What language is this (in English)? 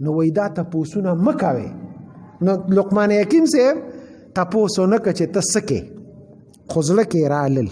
Pashto